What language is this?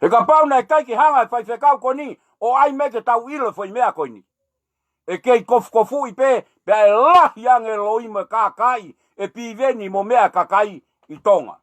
Tongan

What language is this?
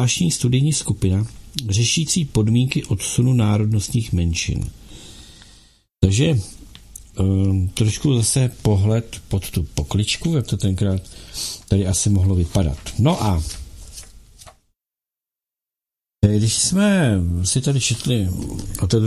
Czech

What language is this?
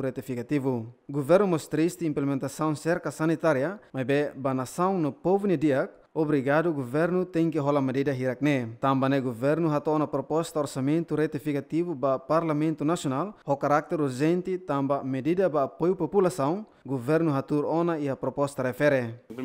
Tetum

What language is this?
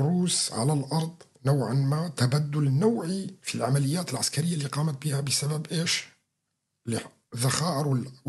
North Levantine Arabic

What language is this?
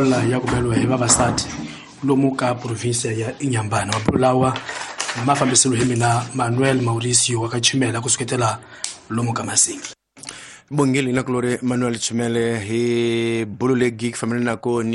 Tsonga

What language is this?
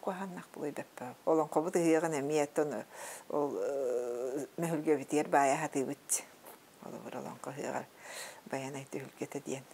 Yakut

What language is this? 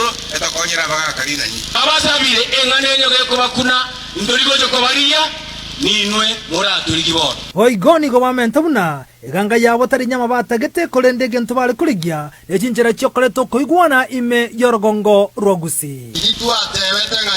Gusii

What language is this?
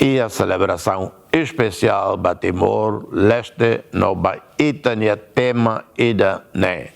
Tetum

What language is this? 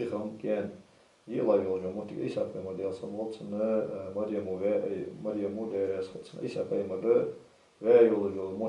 Ingush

